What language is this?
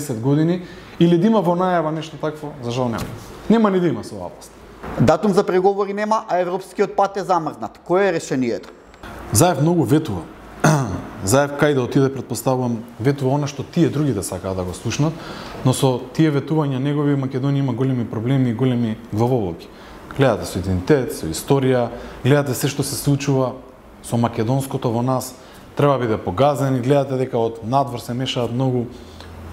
Macedonian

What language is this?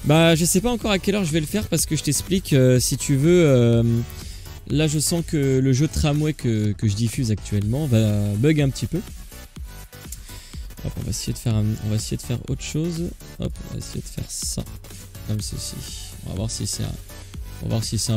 French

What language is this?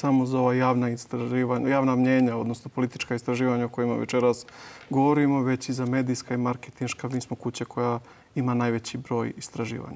Serbian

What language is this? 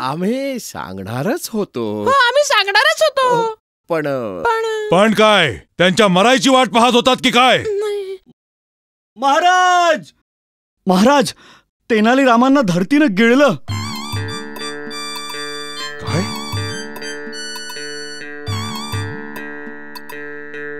Marathi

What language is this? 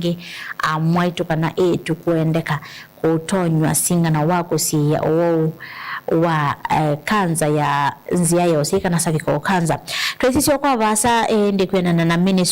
Kamba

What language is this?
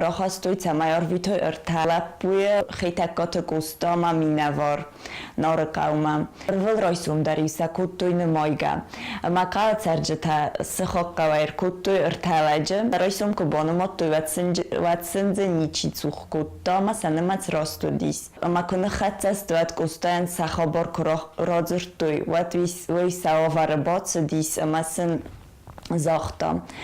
Ossetic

